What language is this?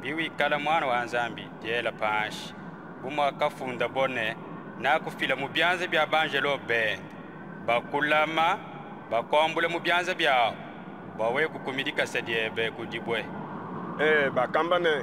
Luba-Lulua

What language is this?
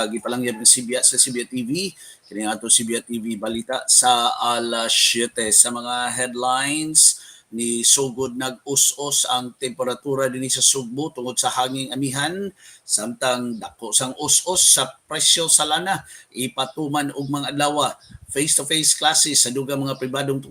Cebuano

